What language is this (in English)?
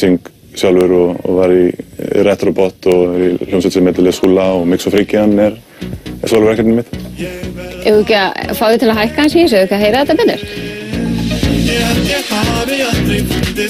Icelandic